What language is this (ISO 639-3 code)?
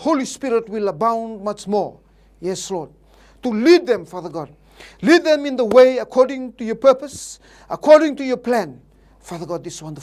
fij